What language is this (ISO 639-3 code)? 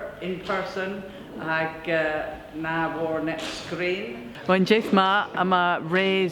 cor